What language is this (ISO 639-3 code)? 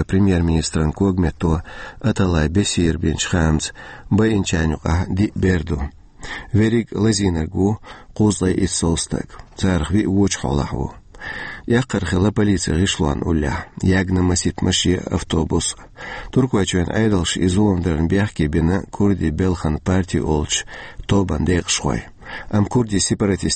che